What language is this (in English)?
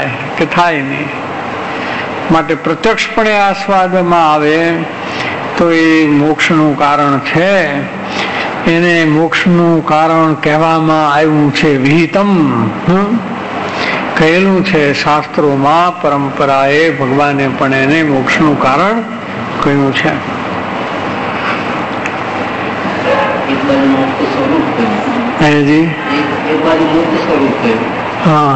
Gujarati